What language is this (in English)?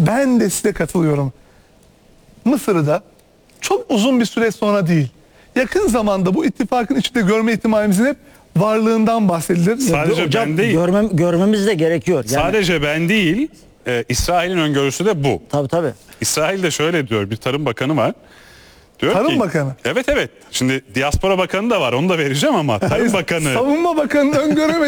Turkish